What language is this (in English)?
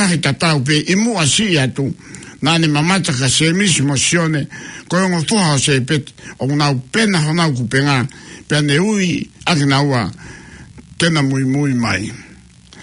Tongan